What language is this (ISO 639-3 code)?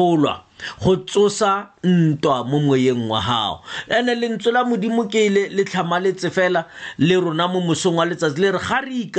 tsn